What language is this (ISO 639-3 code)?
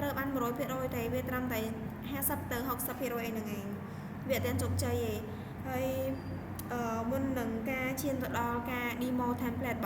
khm